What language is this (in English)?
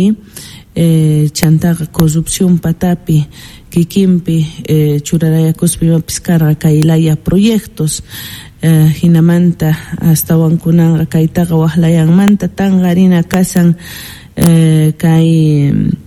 Quechua